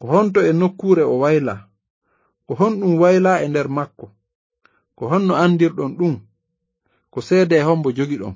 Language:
Fula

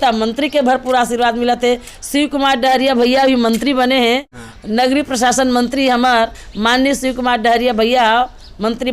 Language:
Chhattisgarhi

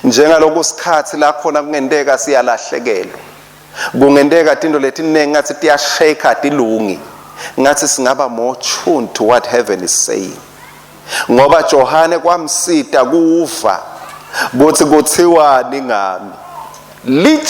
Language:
Swati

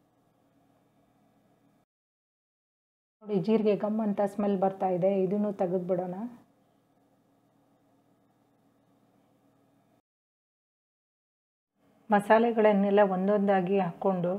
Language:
Kannada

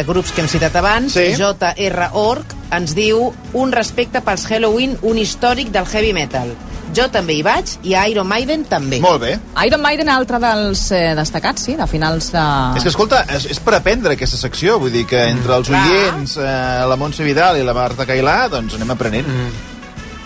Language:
Catalan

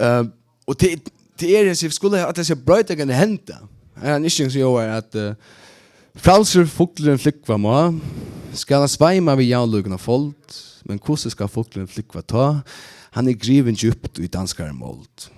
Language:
Faroese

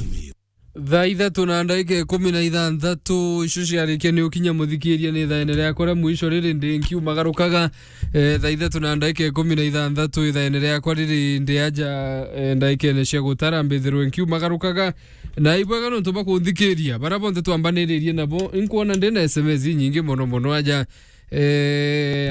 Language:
Meru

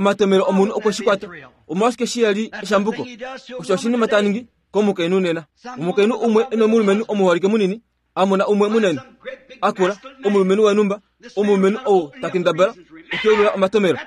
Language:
Kuanyama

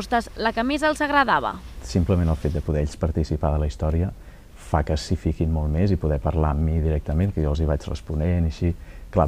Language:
Catalan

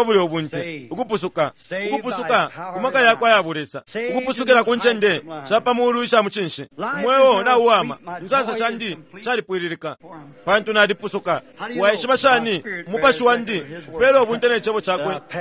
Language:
Bemba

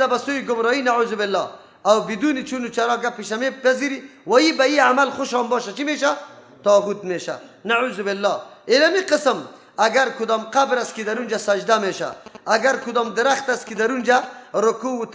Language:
Persian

